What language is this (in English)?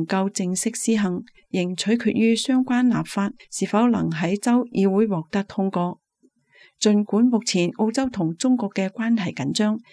Cantonese